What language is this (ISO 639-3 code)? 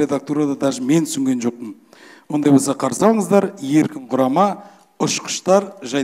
kaz